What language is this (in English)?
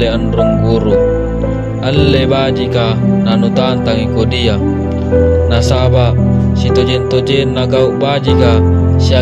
Makasar